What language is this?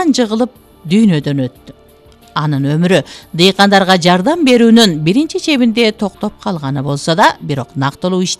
Kyrgyz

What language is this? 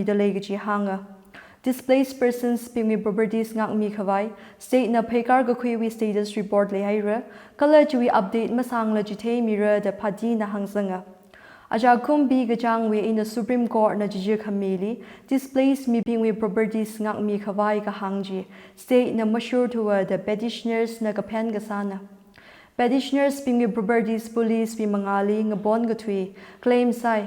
Tangkhul Naga (India)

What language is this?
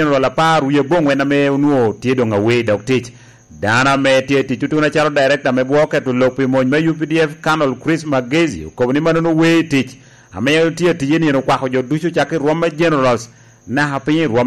Lango (Uganda)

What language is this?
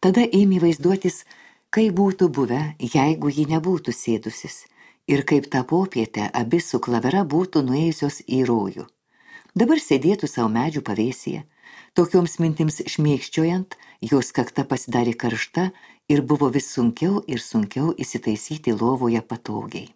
Lithuanian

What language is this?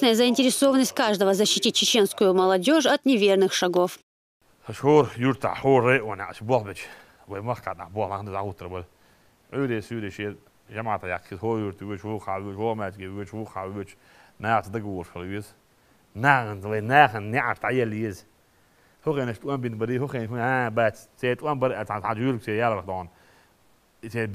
Chechen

